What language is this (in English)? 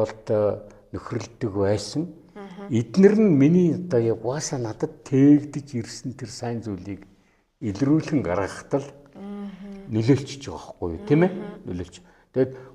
Mongolian